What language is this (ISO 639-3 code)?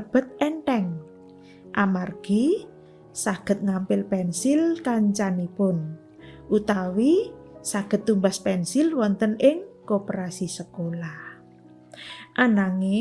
jav